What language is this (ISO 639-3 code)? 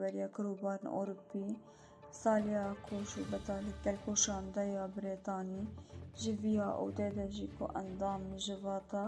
kur